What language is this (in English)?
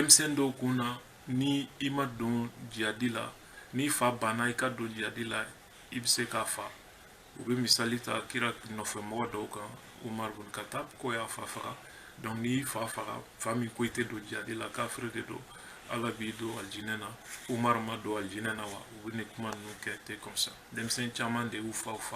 Bambara